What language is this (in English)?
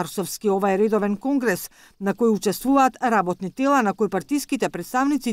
Macedonian